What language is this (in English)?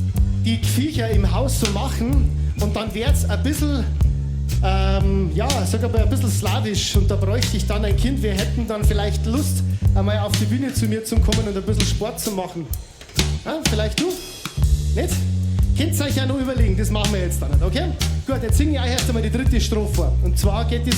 Bavarian